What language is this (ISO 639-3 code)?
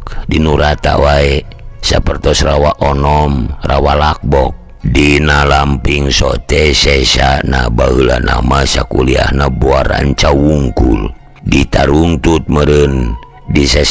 sun